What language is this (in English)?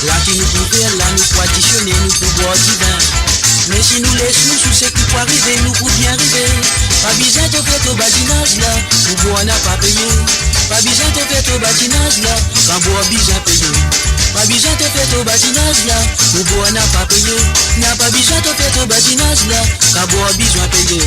Morisyen